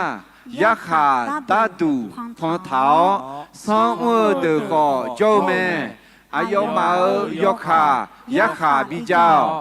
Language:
Akha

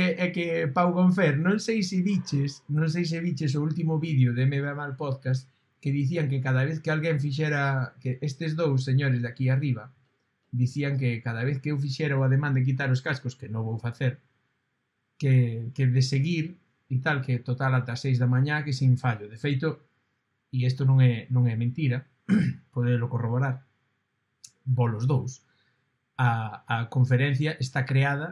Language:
Galician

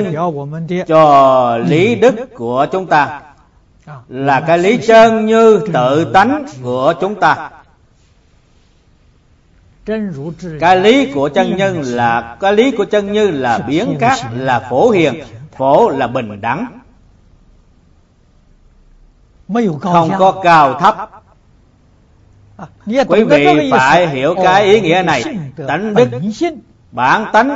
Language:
Vietnamese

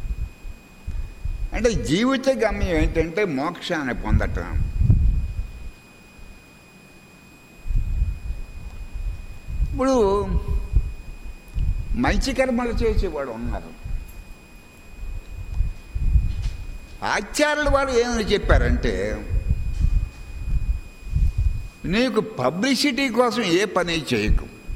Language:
Telugu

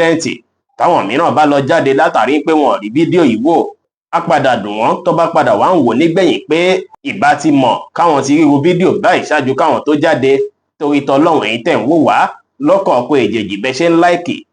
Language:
Yoruba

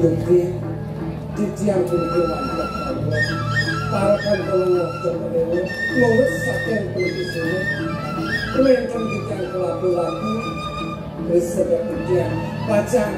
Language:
Balinese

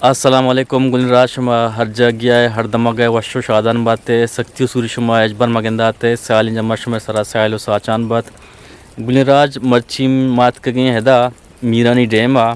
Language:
Eastern Balochi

